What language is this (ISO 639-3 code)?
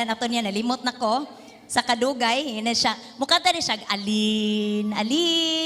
ceb